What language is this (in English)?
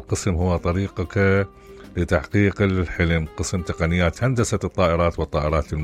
Mesopotamian Arabic